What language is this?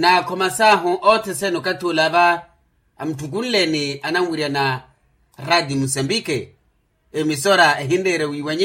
Makhuwa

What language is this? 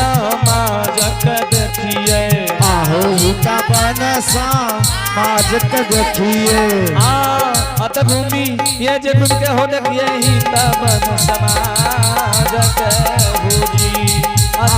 Angika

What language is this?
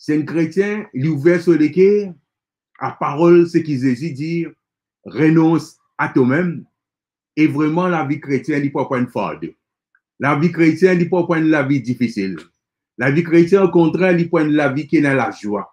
Morisyen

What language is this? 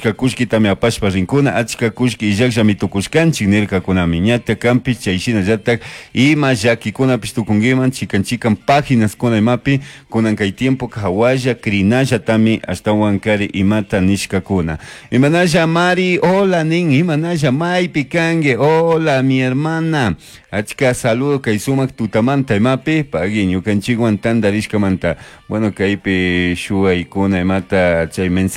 Chimborazo Highland Quichua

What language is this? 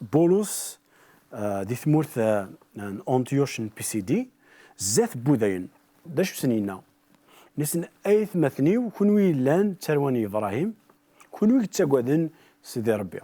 Kabyle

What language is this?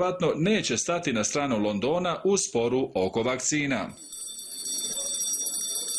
Bosnian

